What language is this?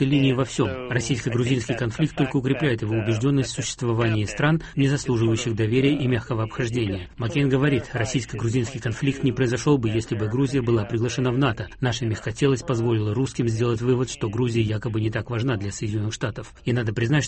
Russian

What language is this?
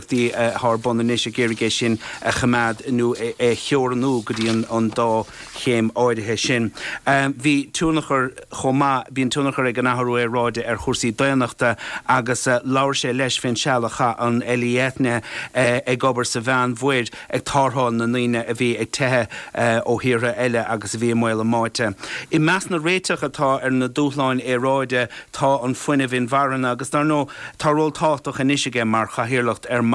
Irish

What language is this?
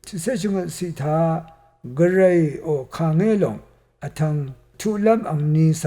Rawang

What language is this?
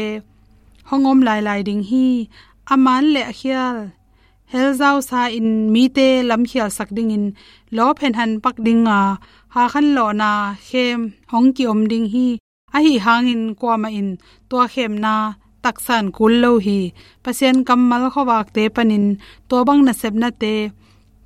Tedim Chin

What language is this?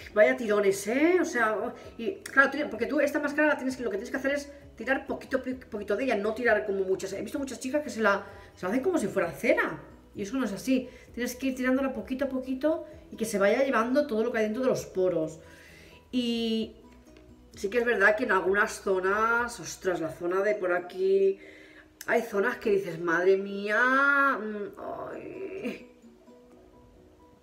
Spanish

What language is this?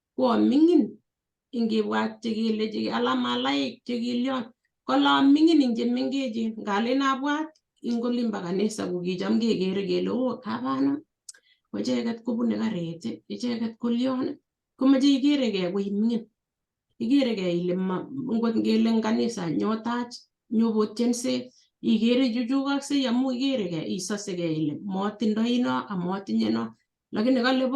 Kalenjin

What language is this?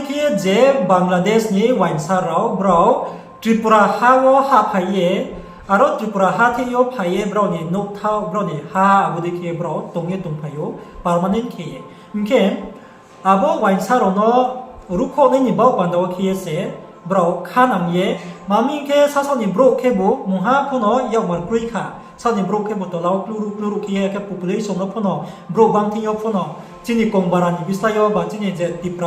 Riang (India)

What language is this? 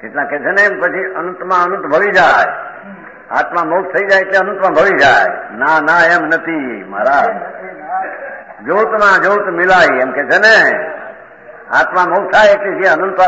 Gujarati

